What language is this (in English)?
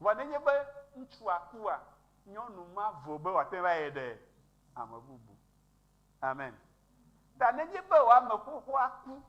Ewe